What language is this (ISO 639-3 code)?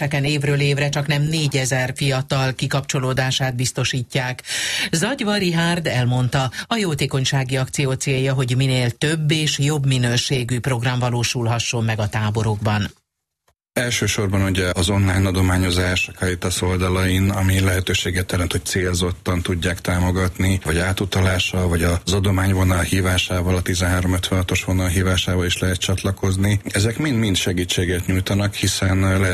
hun